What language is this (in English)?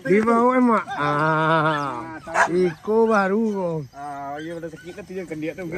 Minangkabau